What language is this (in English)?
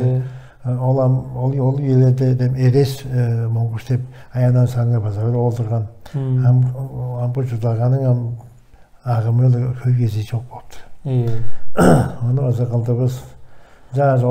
Tuvinian